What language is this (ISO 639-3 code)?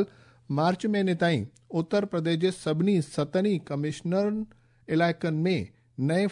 snd